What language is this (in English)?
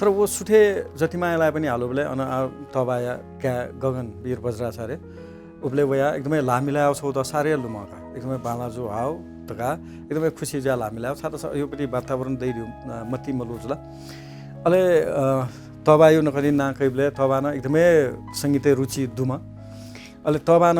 Newari